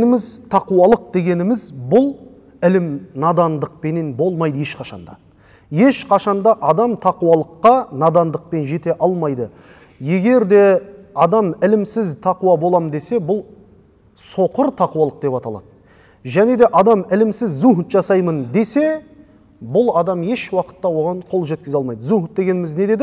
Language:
Kazakh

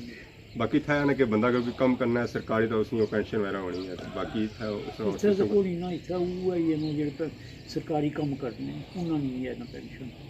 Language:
Pahari-Potwari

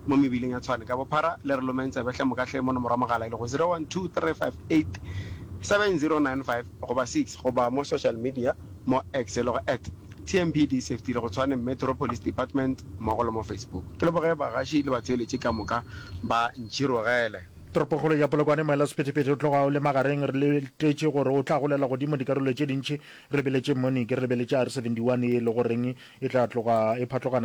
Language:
Northern Sotho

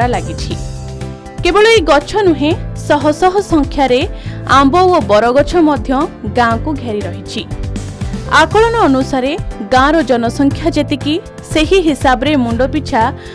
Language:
Odia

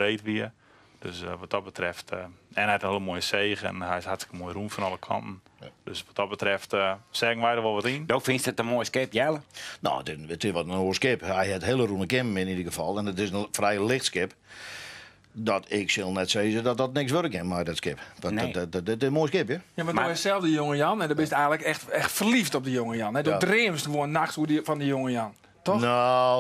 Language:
Western Frisian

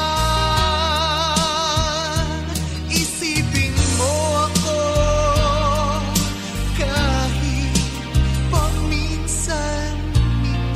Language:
Filipino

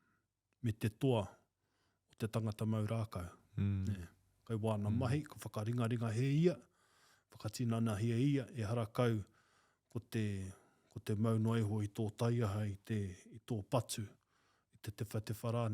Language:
Māori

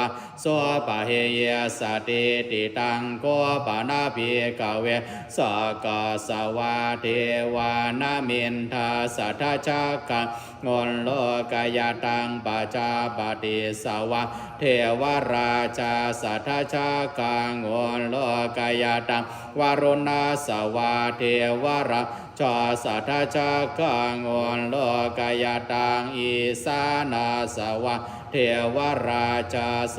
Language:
Pali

